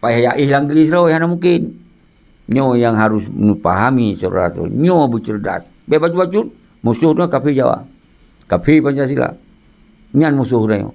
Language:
Achinese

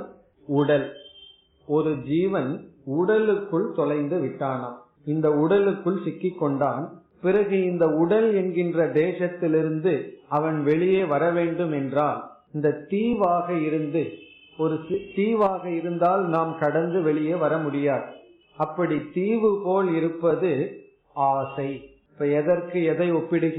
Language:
Tamil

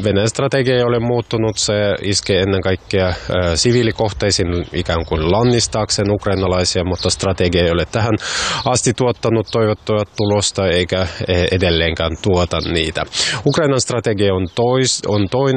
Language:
Finnish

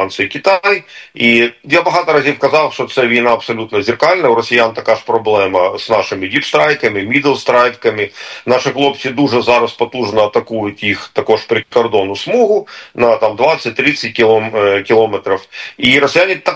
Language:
Ukrainian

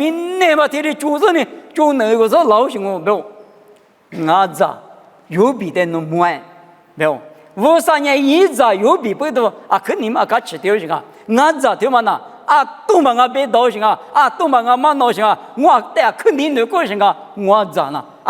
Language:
Lisu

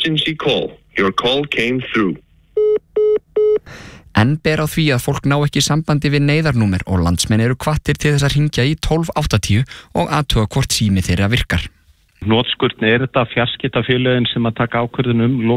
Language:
Icelandic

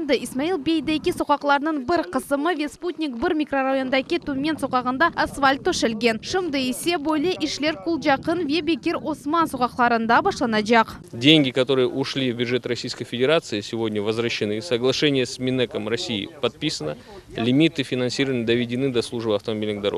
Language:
Crimean Tatar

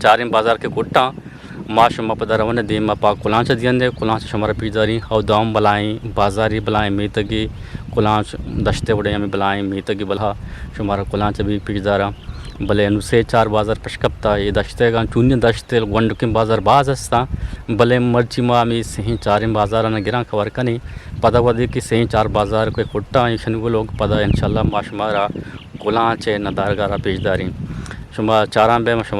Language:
Eastern Balochi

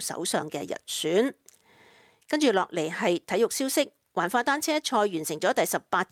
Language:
Cantonese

